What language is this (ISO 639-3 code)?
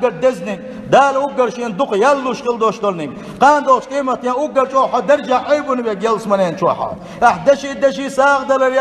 che